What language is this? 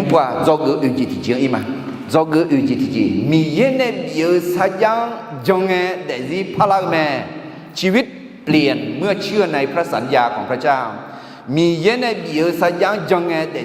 Akha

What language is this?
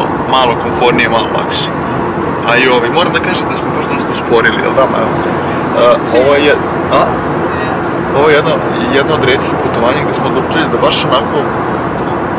Serbian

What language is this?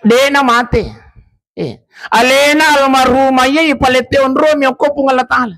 Buginese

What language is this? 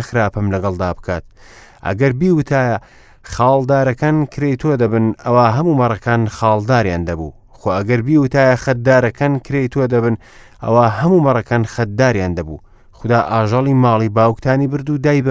Central Kurdish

